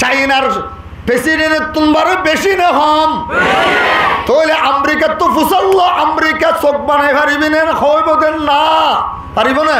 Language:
Rohingya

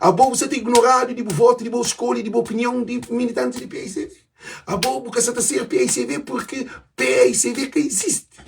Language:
Kabuverdianu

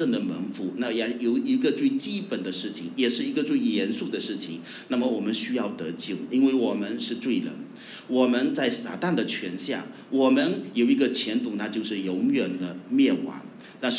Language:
Chinese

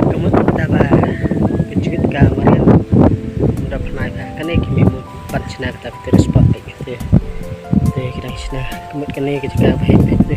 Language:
Khasi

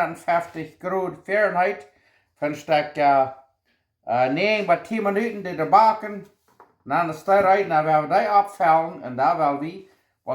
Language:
Plautdietsch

